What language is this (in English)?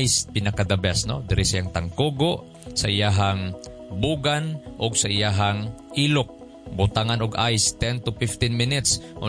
Cebuano